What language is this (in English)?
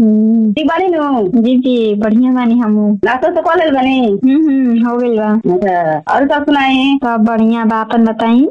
Bhojpuri